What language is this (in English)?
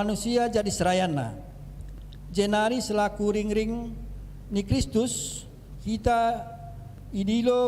Batak Karo